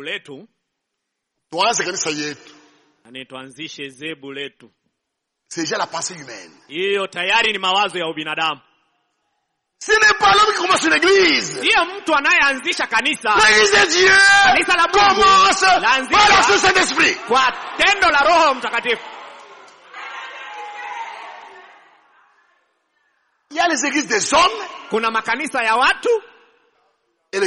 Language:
Swahili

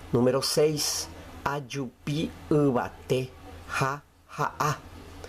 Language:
Guarani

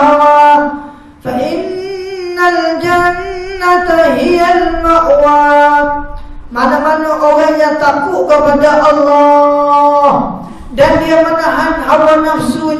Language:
Malay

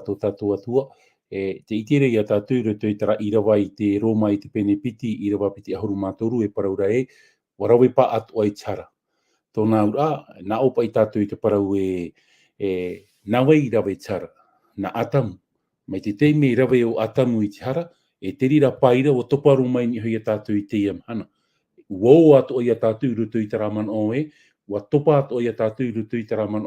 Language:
Tahitian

